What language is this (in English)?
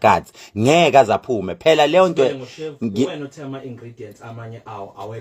Zulu